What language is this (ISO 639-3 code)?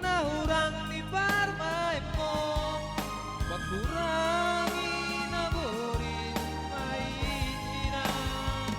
bts